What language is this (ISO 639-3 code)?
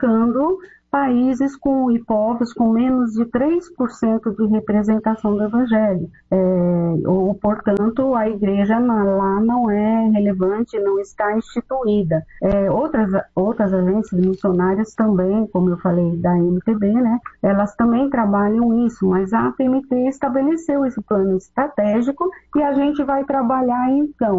por